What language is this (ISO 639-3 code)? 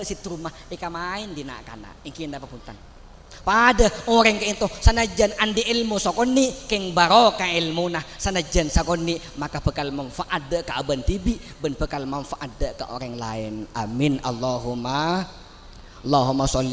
mad